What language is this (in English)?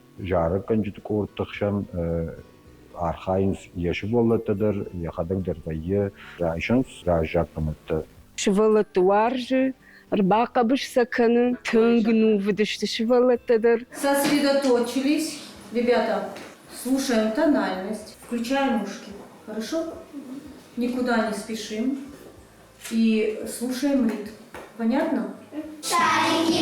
Ossetic